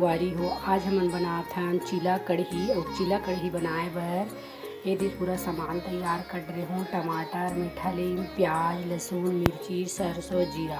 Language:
Chhattisgarhi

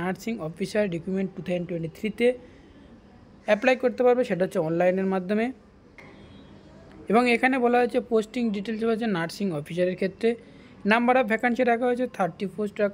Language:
Bangla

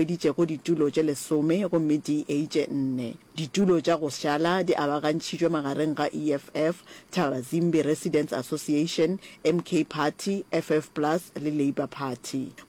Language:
Northern Sotho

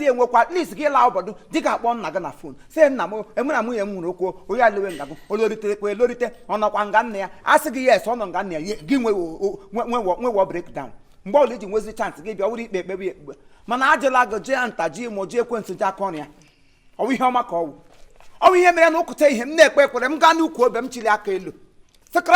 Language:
Igbo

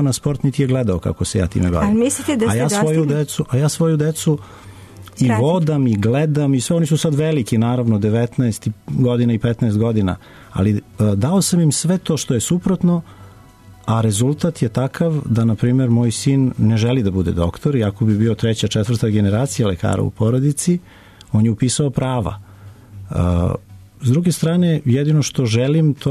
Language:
Serbian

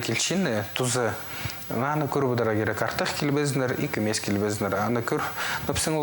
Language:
Khakas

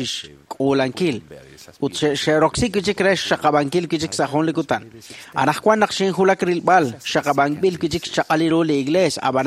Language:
Kekchí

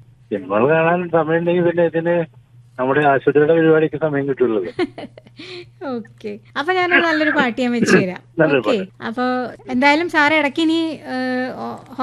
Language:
Malayalam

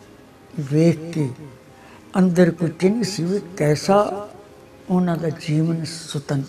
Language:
Punjabi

